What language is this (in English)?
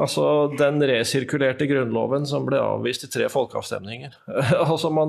Norwegian